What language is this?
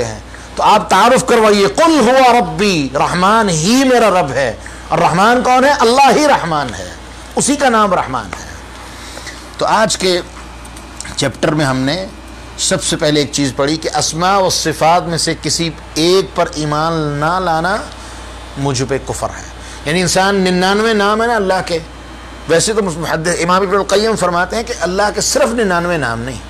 Urdu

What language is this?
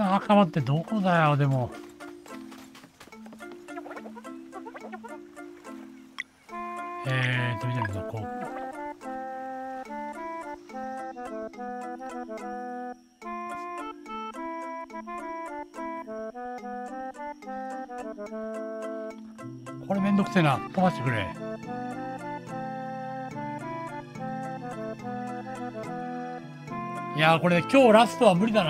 Japanese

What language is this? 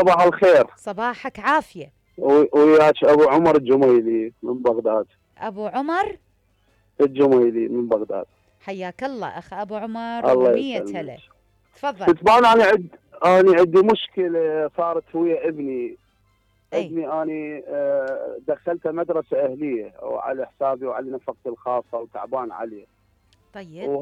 Mesopotamian Arabic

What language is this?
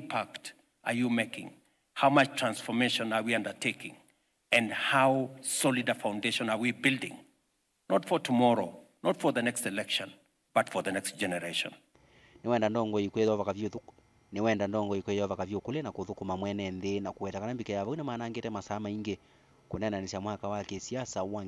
Kamba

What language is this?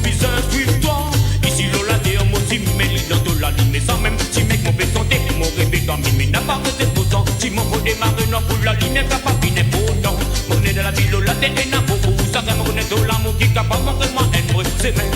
Morisyen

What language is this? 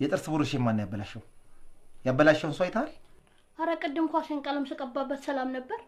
Amharic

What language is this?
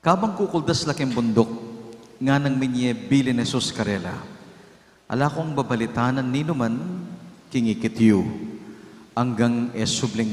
Pampanga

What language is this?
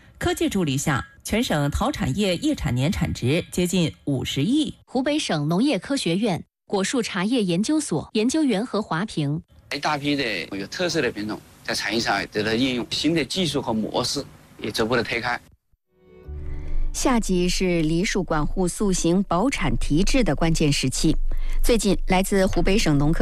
Chinese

